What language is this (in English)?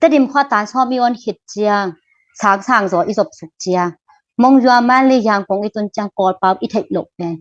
Tedim Chin